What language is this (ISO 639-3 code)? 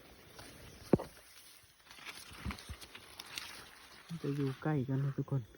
lao